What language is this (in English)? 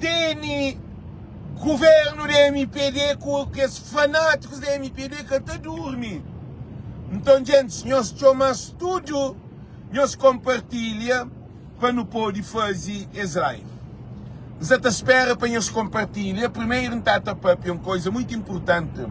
Kabuverdianu